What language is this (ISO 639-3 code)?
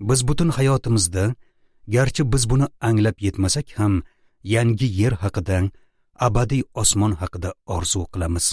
uzb